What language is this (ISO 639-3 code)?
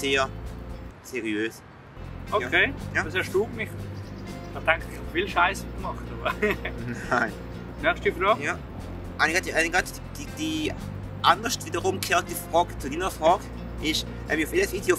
gsw